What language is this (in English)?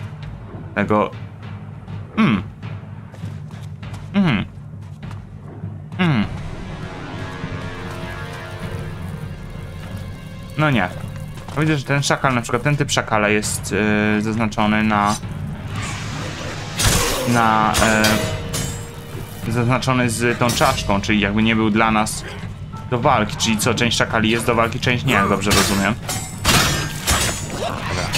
Polish